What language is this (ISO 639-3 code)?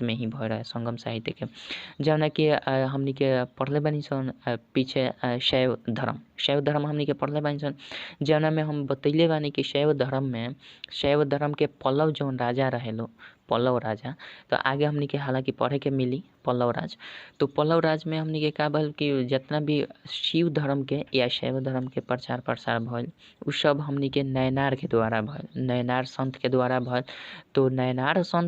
bho